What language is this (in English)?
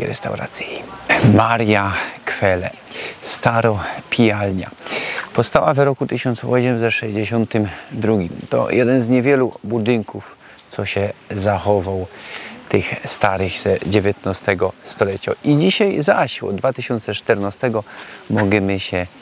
Silesian